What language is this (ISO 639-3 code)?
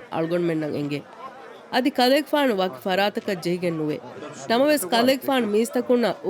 div